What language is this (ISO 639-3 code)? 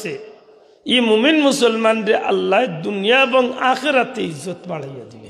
syl